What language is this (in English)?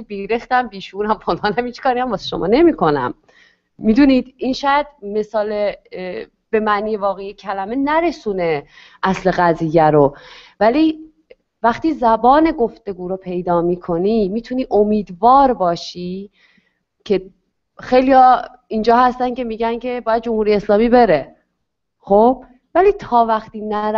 Persian